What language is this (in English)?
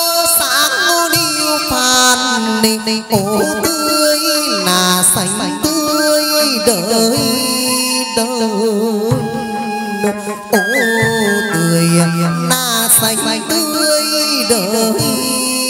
Vietnamese